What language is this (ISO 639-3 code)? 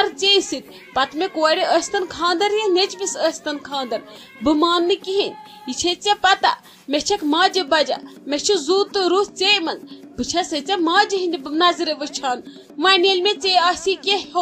kas